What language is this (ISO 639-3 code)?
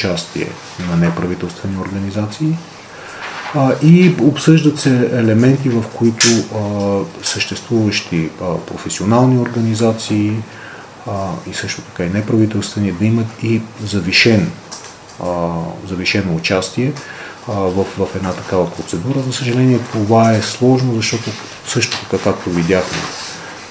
bul